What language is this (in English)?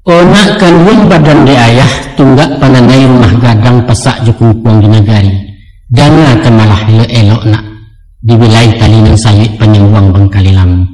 Minangkabau